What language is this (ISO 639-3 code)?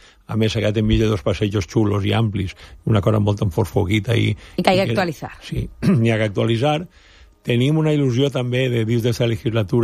cat